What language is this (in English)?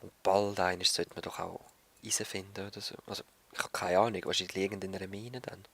Swiss German